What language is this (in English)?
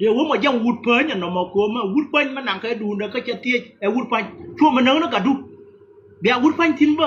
Nuer